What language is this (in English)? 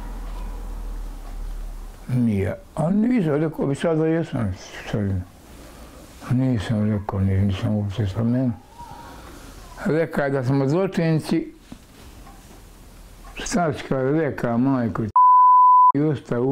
Bosnian